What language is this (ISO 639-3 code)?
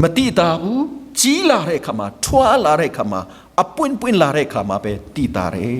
cnh